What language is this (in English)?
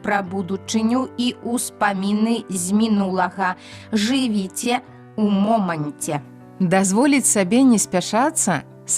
Belarusian